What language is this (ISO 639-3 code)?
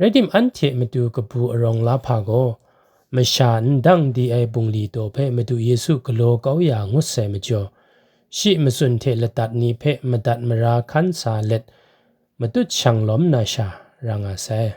kac